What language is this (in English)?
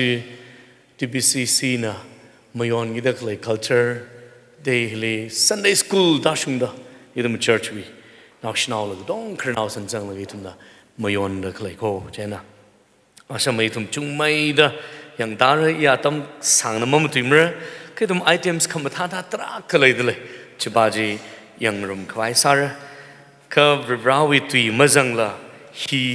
Tangkhul Naga (India)